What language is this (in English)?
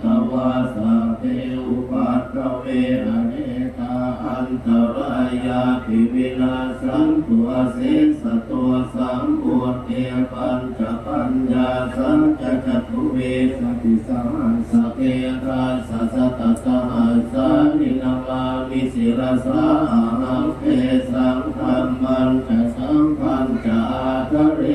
Pali